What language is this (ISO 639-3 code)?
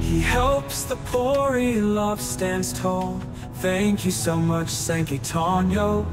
war